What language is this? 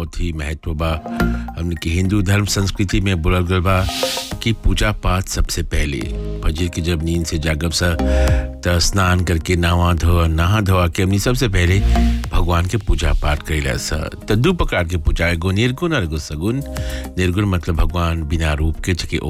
Bhojpuri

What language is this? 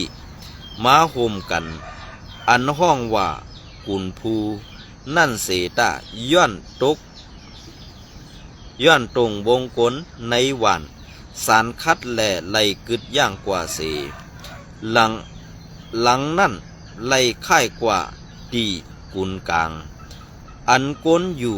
Shan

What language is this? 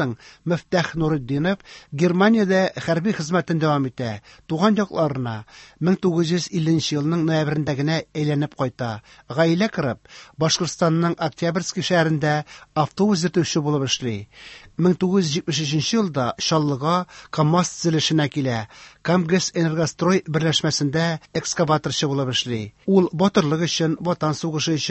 Tatar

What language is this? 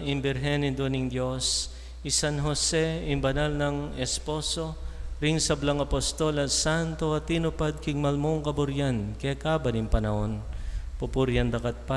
Pampanga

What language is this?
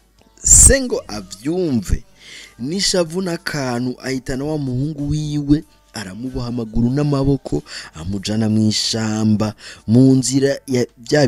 Rundi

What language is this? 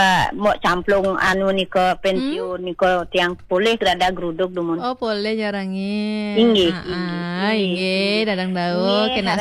Balinese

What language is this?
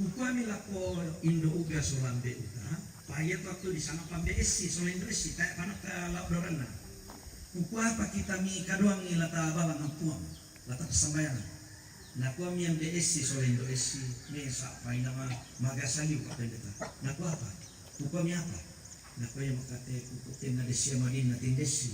Toraja-Sa'dan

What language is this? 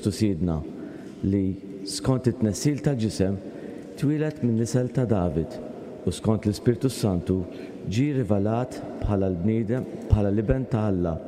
Maltese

